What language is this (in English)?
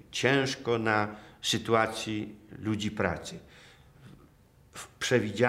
Polish